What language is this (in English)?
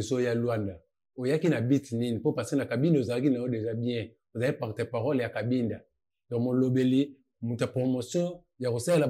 Lingala